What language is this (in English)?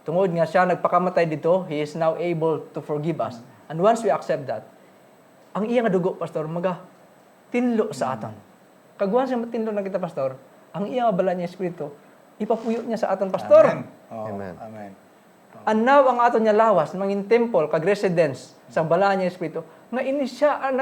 Hiligaynon